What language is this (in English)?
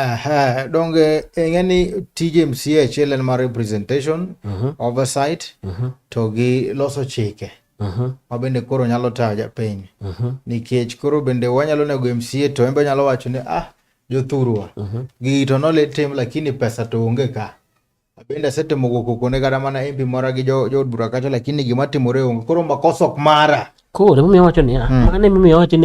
Luo (Kenya and Tanzania)